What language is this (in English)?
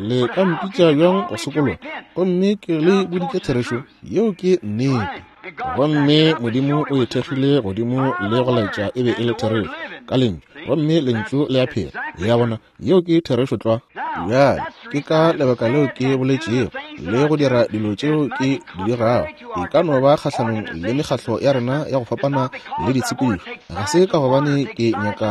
Northern Sotho